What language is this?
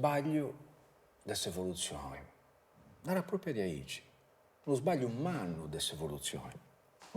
Sardinian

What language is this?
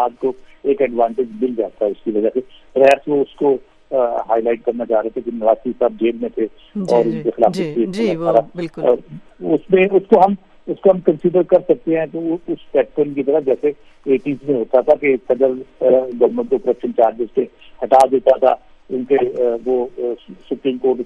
Urdu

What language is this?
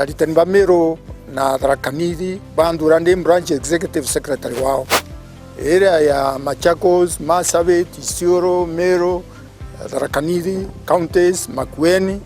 Meru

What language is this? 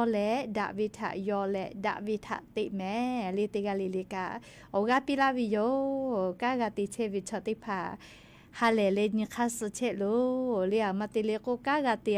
Lahu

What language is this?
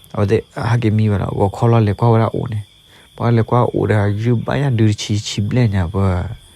S'gaw Karen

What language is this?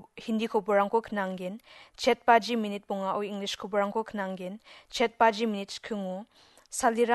Garo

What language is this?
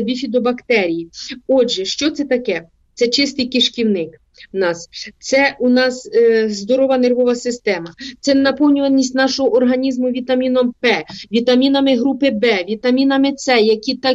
Ukrainian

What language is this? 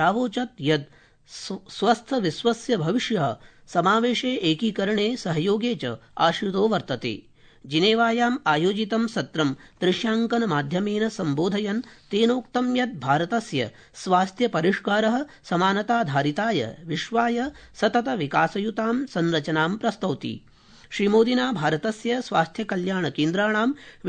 Sanskrit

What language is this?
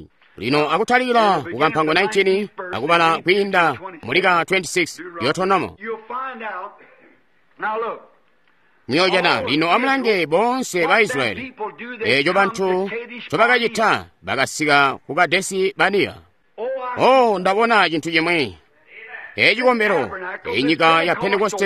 Tonga (Zambia)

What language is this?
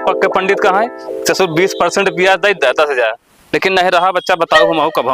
Awadhi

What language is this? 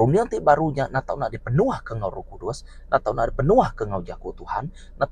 Iban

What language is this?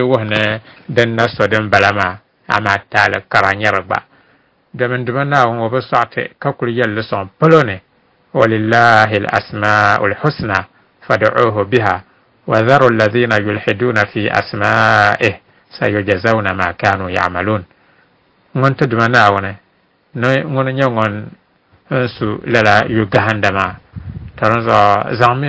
Dagbani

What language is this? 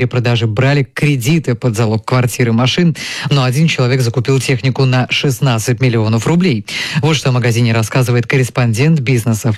Russian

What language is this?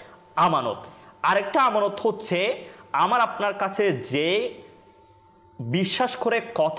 Bangla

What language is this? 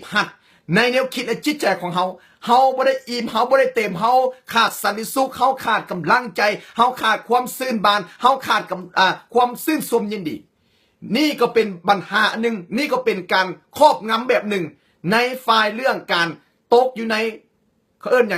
Lao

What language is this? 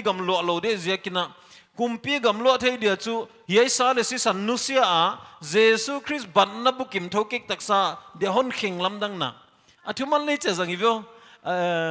Paite Chin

